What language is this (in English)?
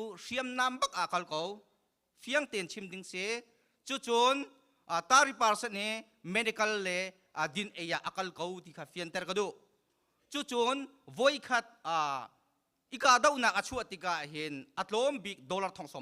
Hakha Chin